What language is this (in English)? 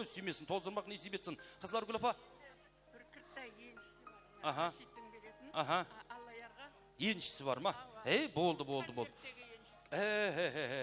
Kara-Kalpak